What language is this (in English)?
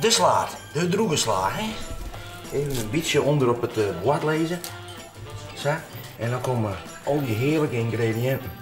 Western Frisian